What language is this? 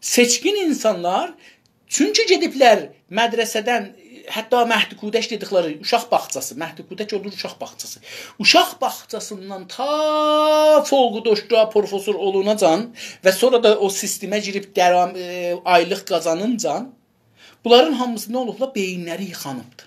South Azerbaijani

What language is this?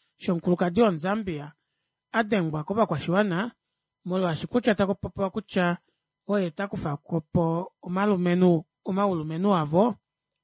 Kuanyama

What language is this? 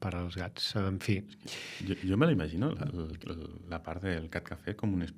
Catalan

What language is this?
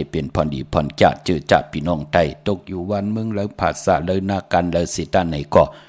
Shan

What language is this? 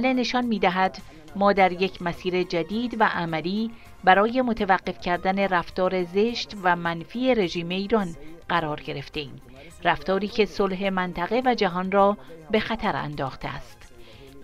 Persian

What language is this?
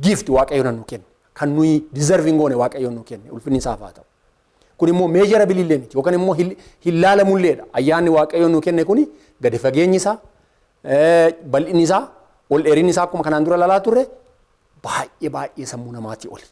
Oromo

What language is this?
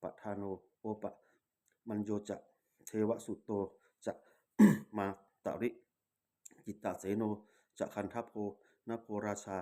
Pali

